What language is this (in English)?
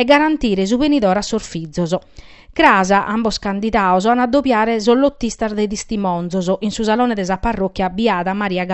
Sardinian